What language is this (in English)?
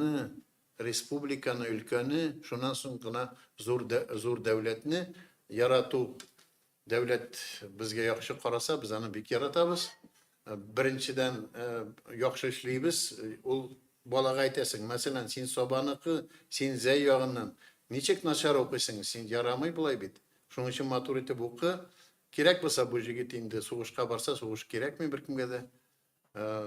Tatar